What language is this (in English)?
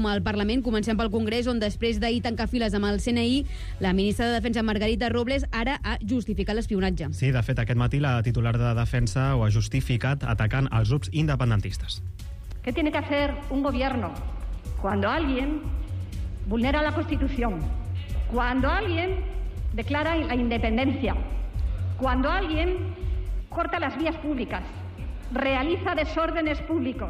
Catalan